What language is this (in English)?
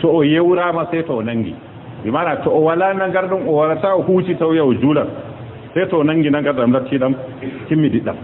Fula